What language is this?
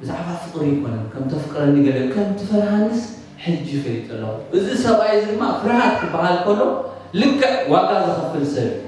Tigrinya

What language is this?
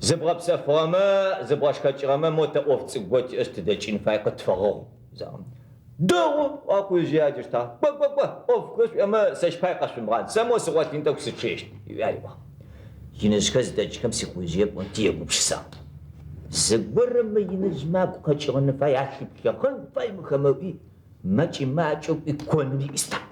Adyghe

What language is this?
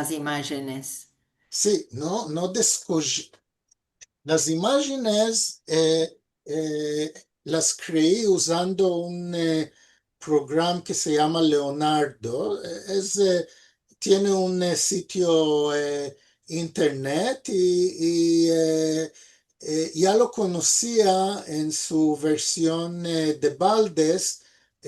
Ladino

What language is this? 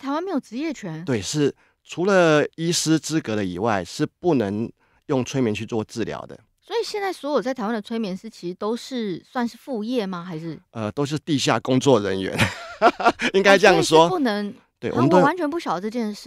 Chinese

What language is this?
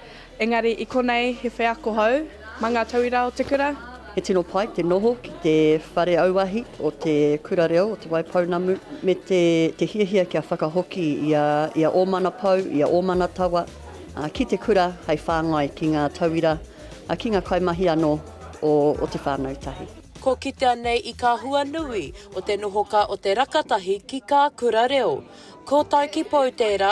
Māori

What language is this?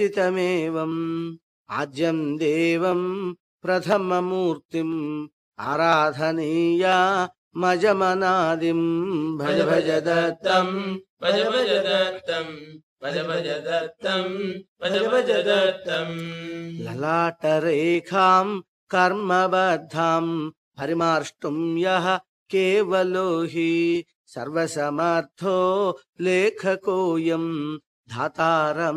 Sanskrit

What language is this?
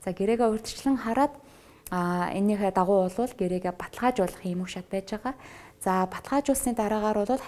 Mongolian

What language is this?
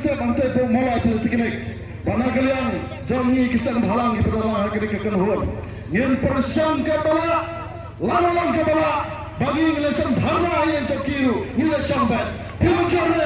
Khasi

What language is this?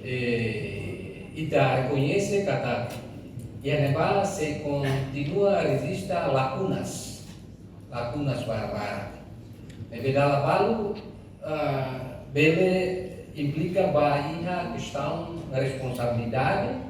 Tetum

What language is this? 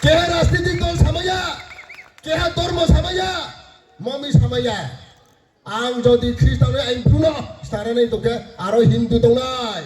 Riang (India)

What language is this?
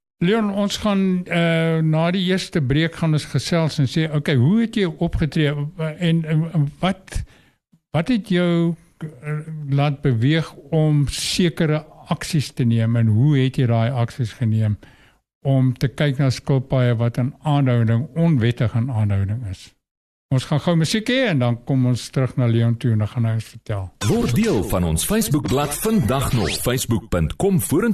Afrikaans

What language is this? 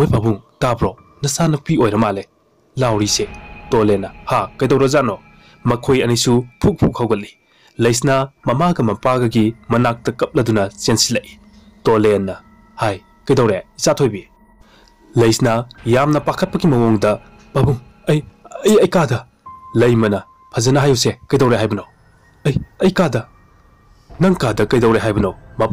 Manipuri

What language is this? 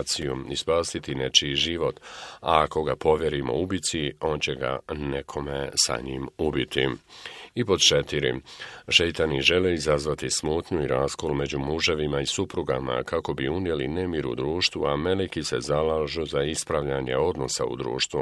Bosnian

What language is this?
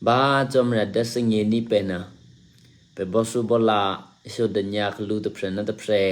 Eastern Kayah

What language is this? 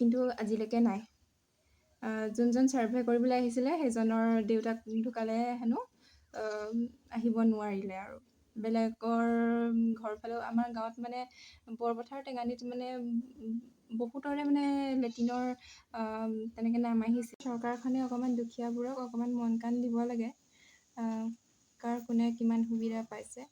Assamese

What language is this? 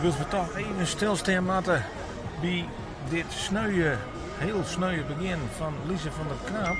Western Frisian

